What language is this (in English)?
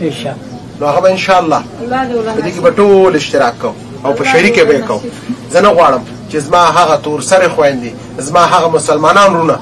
Pashto